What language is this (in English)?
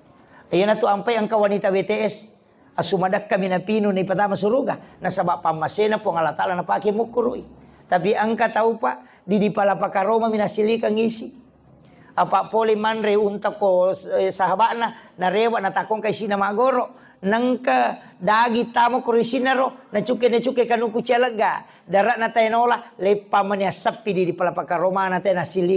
Buginese